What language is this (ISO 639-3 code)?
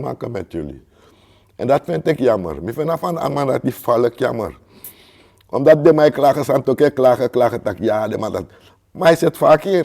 srn